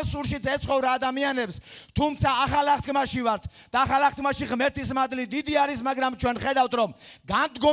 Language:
Georgian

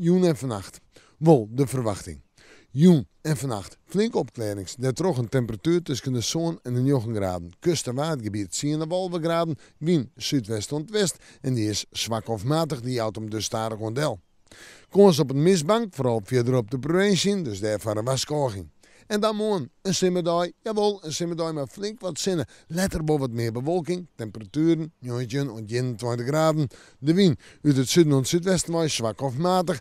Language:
Western Frisian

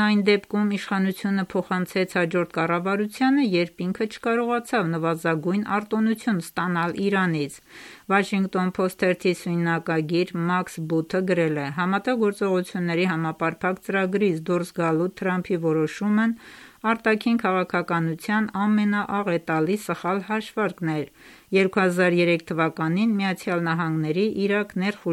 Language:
Armenian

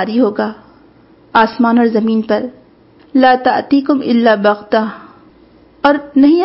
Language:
Urdu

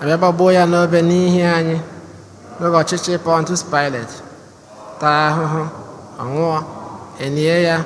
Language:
Igbo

